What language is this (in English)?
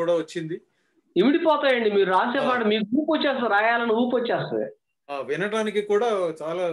Telugu